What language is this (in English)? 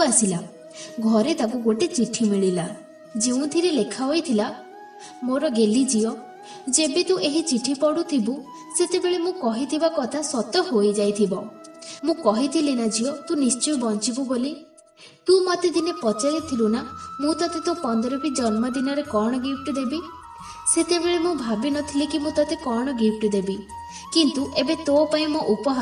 Odia